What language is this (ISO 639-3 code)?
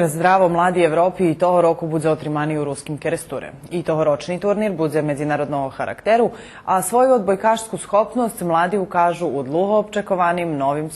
rue